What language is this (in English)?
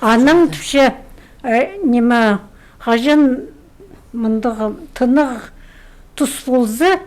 Khakas